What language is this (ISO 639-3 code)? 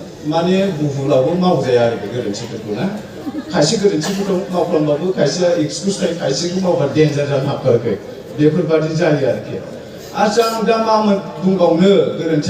brx